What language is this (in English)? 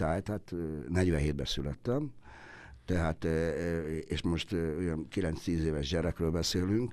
Hungarian